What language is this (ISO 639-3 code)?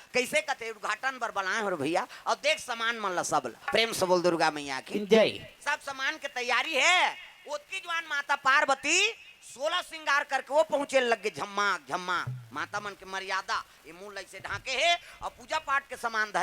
hne